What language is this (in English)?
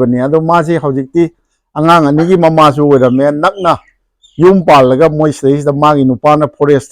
Manipuri